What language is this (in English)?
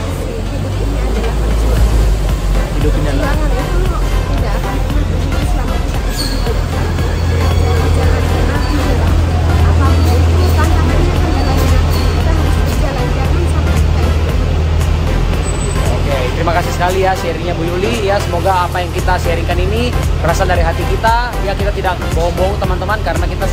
Indonesian